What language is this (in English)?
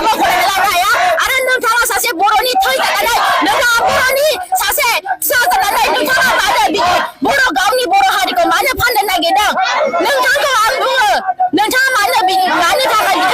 Bodo